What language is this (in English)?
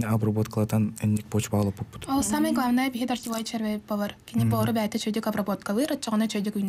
Yakut